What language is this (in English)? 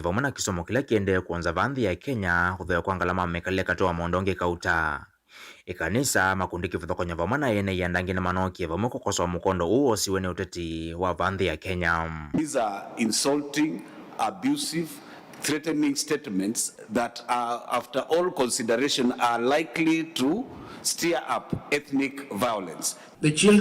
Kamba